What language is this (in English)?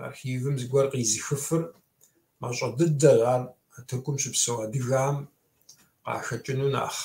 Kabardian